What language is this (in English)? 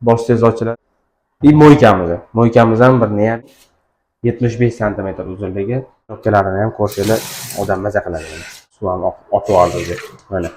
Uzbek